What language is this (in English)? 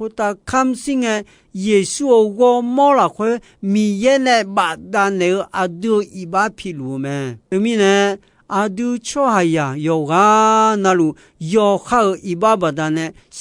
Akha